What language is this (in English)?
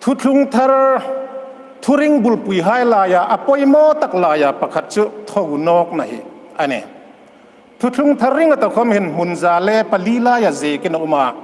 Hmar